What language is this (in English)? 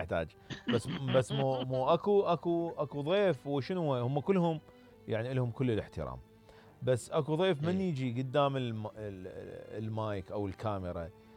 Mesopotamian Arabic